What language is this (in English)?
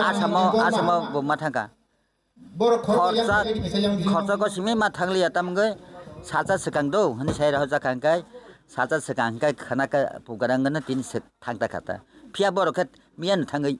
Kok Borok